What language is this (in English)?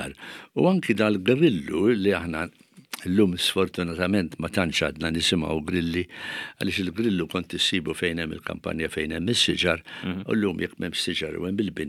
Maltese